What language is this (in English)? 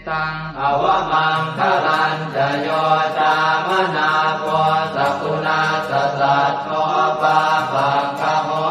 Pali